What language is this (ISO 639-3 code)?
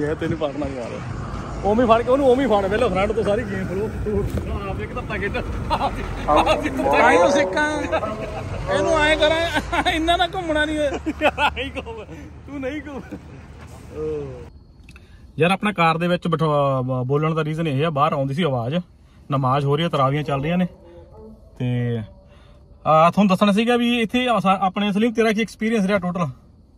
pan